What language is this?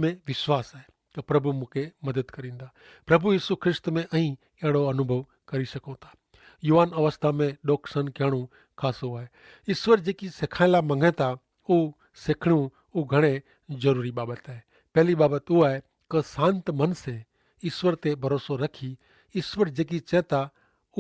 Kachhi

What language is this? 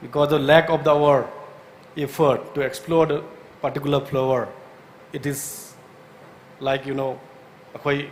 Tangkhul Naga (India)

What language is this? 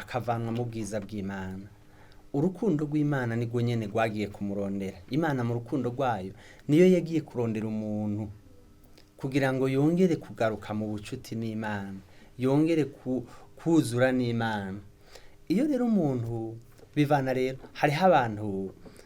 Rundi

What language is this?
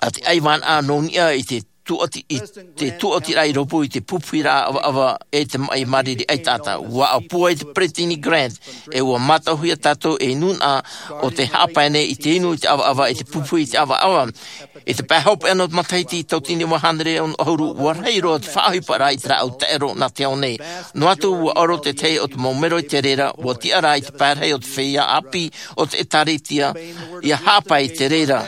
Tahitian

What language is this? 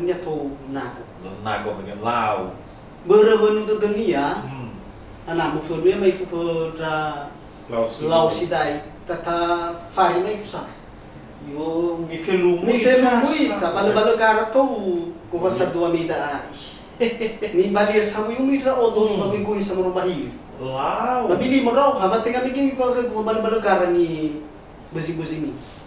Nias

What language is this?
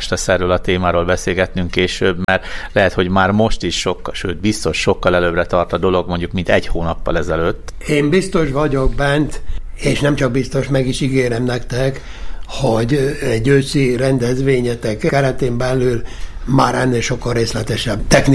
Hungarian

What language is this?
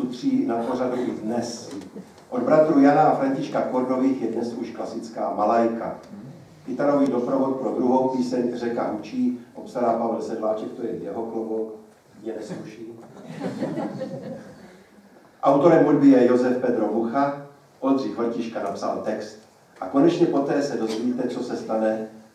Czech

